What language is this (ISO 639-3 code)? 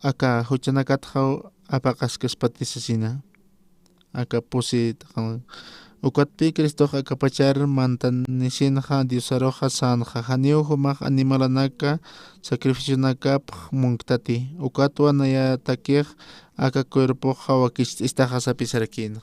aym